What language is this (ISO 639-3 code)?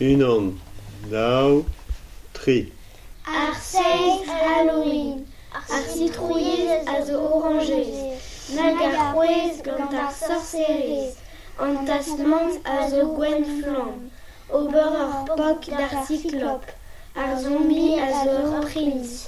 bre